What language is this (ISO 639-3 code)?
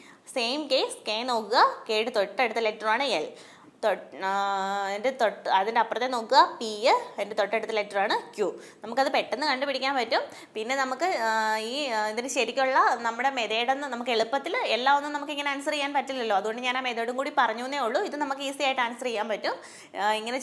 mal